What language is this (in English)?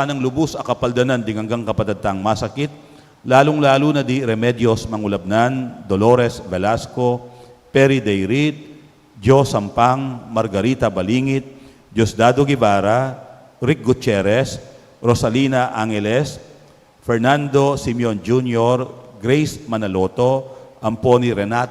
Pampanga